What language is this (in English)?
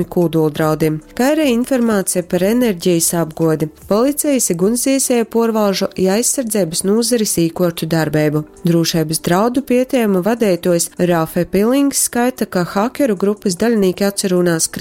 Latgalian